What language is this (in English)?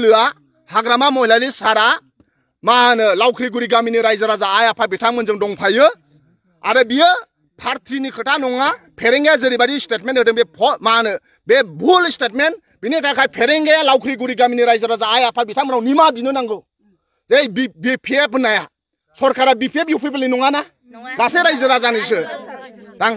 Bodo